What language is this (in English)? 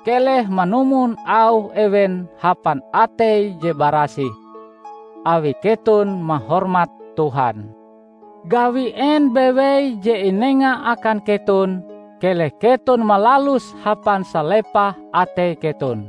Ngaju